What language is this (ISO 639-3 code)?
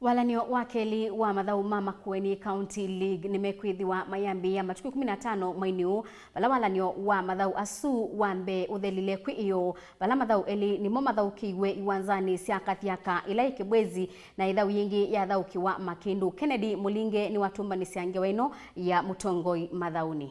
kam